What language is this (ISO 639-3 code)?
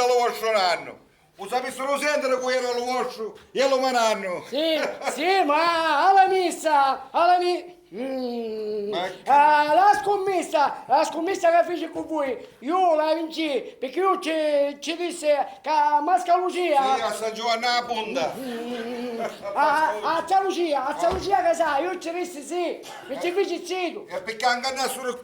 scn